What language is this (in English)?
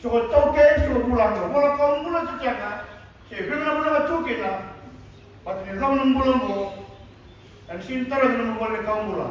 Fijian